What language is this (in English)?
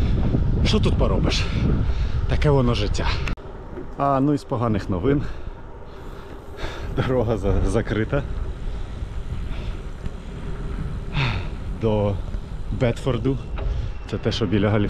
Ukrainian